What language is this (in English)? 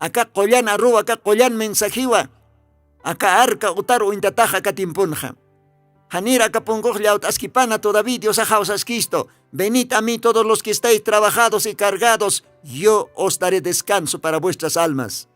Aymara